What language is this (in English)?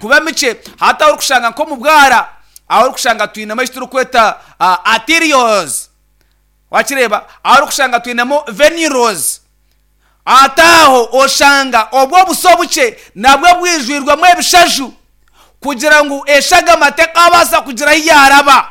Nyankole